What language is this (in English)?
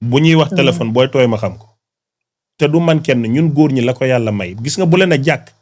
Wolof